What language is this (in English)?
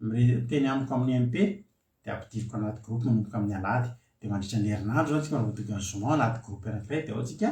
Malagasy